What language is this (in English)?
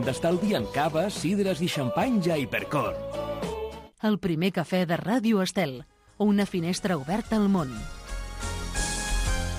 Catalan